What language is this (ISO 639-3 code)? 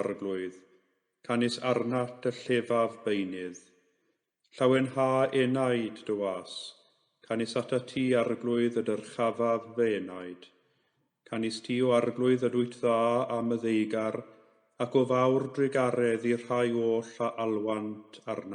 cym